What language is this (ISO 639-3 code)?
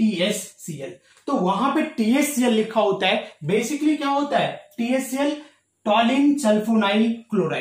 hin